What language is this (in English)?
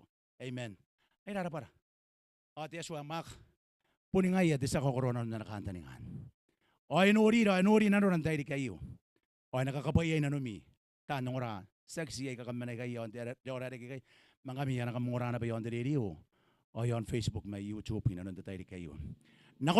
Gilbertese